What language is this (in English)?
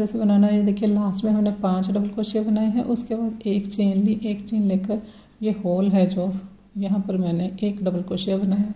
Hindi